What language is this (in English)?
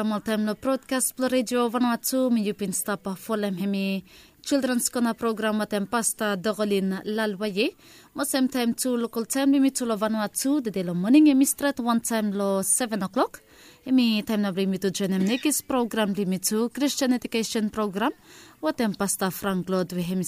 Bislama